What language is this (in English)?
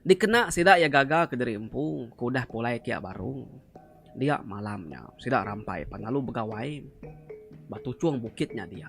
Iban